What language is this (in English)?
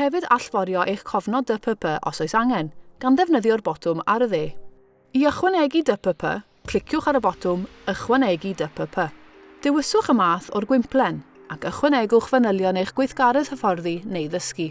Welsh